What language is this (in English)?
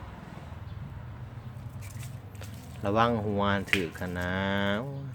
Lao